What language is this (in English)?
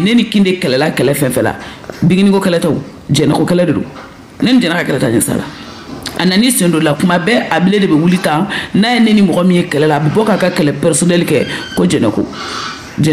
Bambara